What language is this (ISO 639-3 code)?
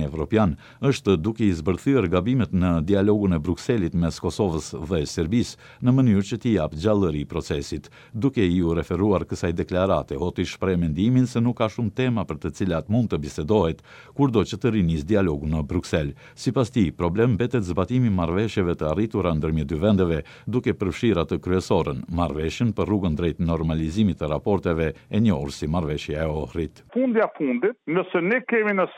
sqi